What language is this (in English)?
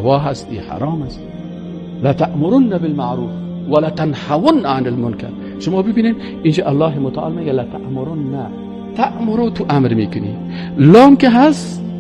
Persian